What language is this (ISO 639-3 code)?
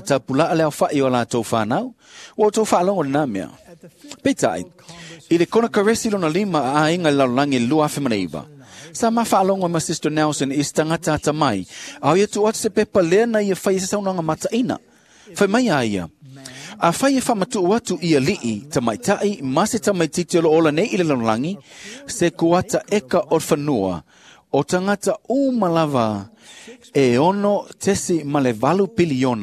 smo